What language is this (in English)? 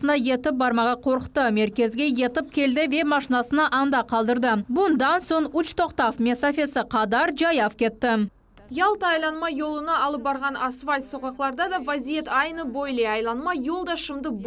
Crimean Tatar